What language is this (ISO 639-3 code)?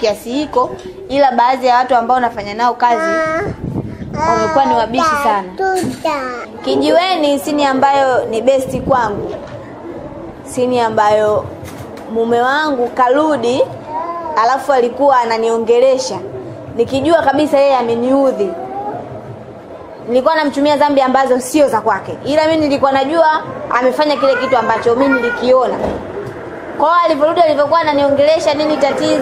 swa